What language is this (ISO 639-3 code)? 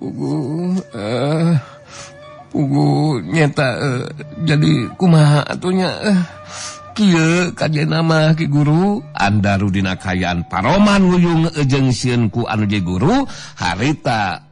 sun